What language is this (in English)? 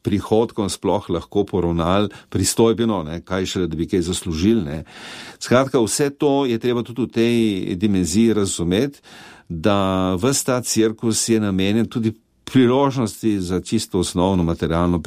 Slovenian